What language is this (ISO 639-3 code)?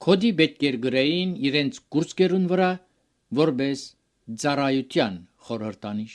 hye